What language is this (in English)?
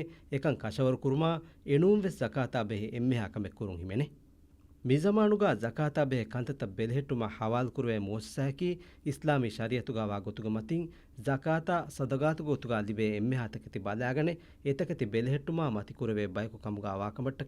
Divehi